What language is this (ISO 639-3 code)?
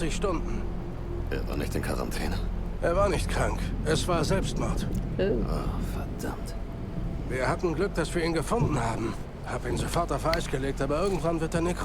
gsw